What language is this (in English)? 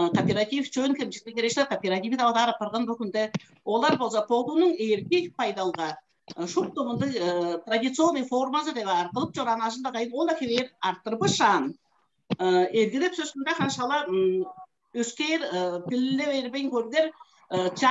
Tuvinian